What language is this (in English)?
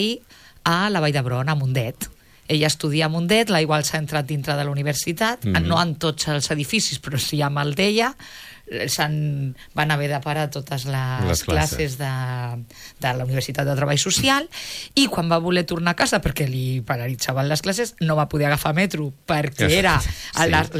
Catalan